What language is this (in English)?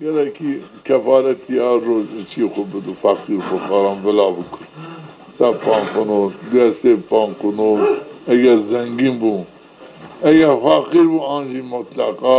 Zaza